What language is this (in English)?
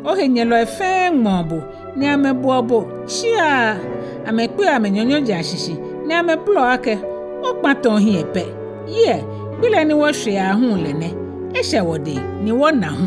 Ga